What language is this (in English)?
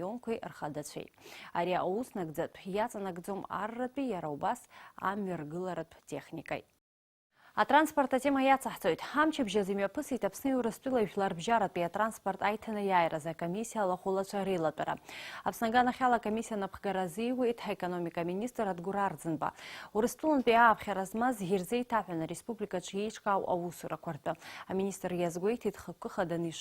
Abkhazian